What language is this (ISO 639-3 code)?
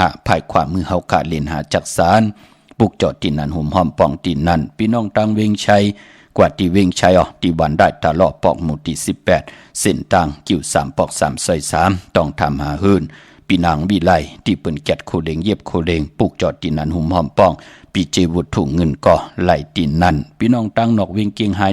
shn